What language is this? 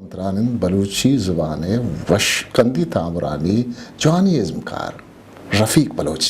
Eastern Balochi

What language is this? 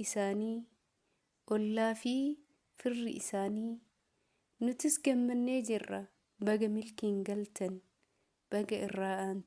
Oromo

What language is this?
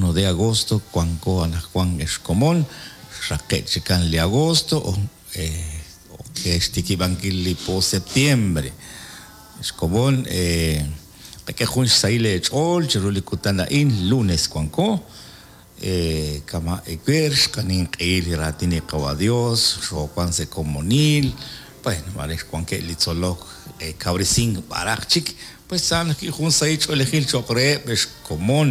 Kekchí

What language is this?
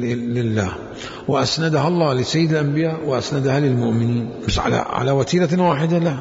Mesopotamian Arabic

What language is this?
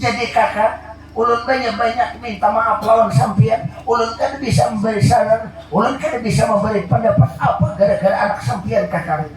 Banjar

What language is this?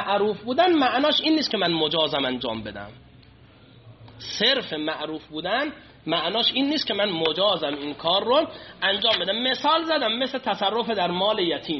Persian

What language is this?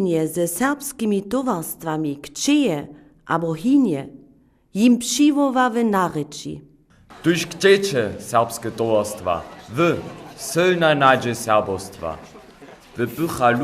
Upper Sorbian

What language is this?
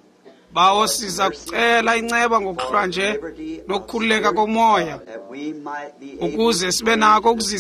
Xhosa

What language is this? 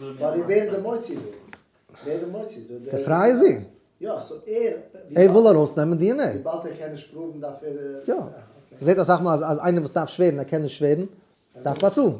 Yiddish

